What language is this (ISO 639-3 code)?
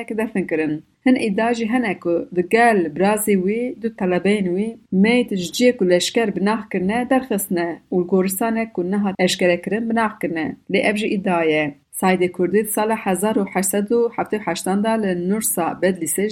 kur